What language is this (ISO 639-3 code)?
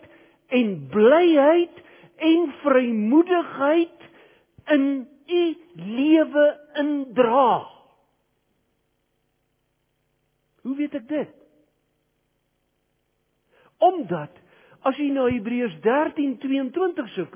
afr